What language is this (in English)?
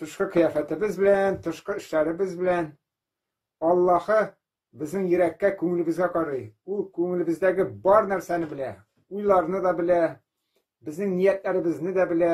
Tatar